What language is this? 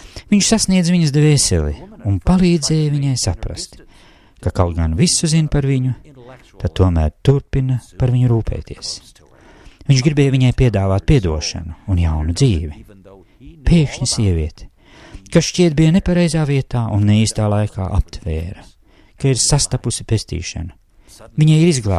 Latvian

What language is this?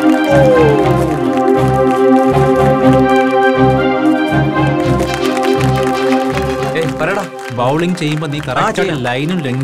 Malayalam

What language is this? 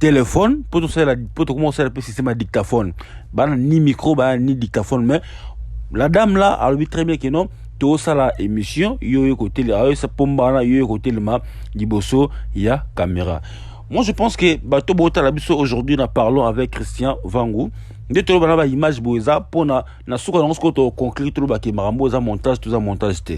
Lingala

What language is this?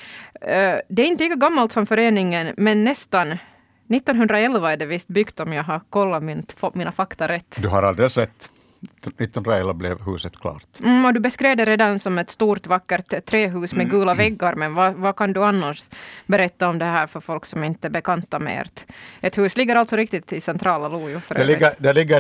Swedish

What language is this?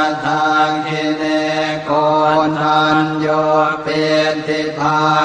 Pali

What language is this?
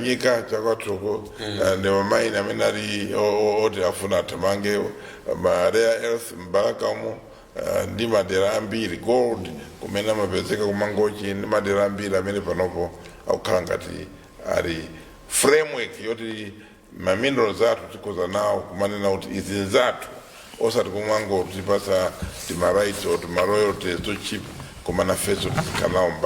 Nyanja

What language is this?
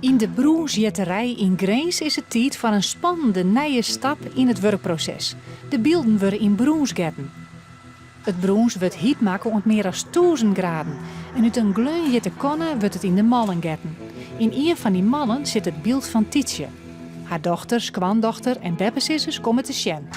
Western Frisian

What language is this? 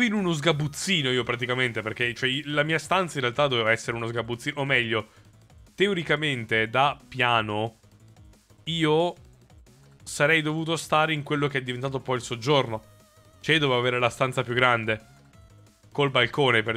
Italian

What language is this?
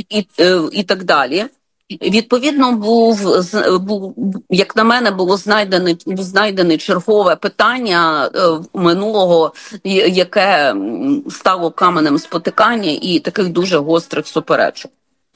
Ukrainian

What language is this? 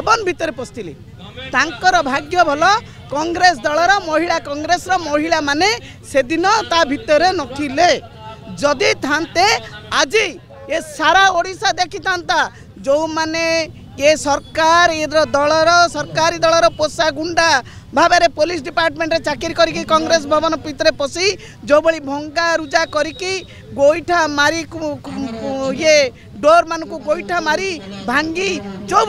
Odia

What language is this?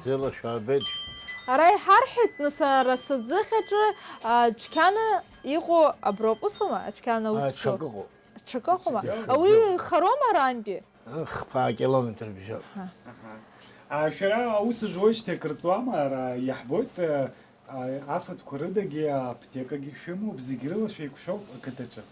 Abkhazian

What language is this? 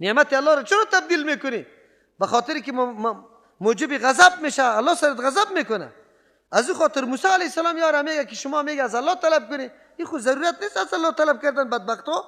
Persian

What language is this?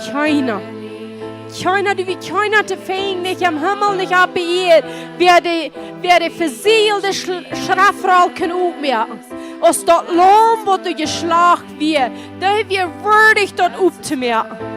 Plautdietsch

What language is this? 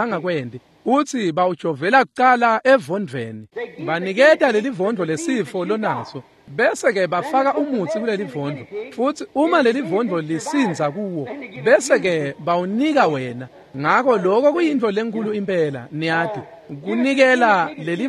Swati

